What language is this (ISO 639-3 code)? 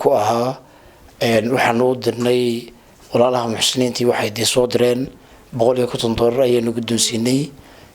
som